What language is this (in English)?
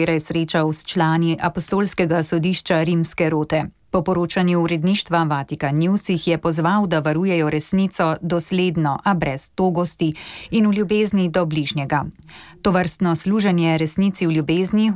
Slovenian